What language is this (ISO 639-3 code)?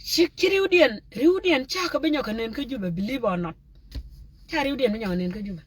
nus